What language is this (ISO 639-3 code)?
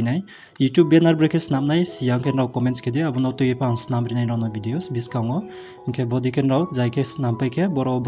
ria